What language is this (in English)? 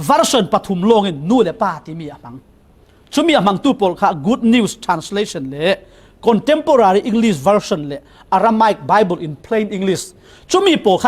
Falam Chin